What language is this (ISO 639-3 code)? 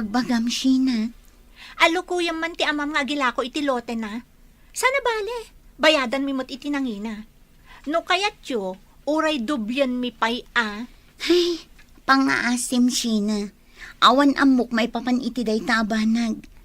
ilo